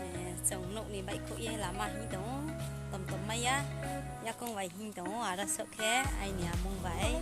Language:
Riang (India)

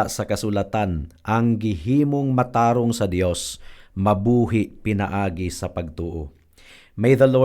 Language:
Cebuano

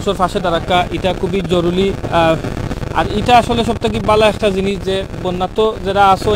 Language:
Sylheti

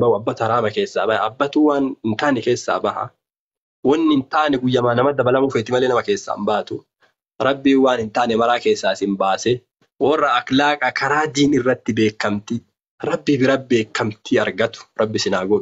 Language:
Oromo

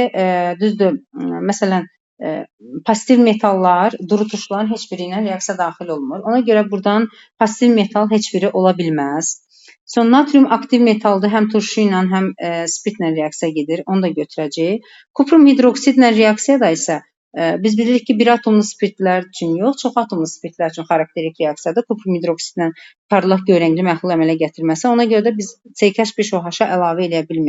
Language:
Azerbaijani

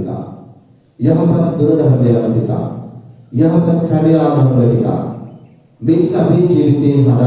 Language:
Sinhala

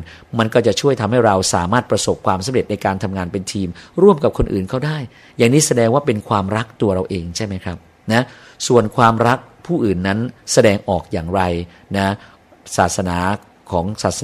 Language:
Thai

